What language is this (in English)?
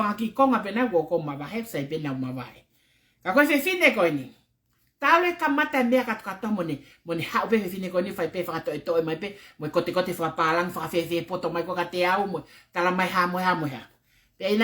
Tongan